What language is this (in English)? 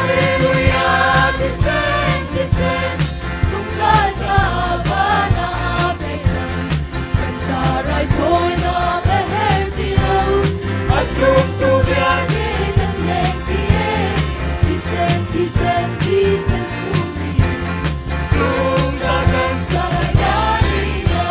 Hakha Chin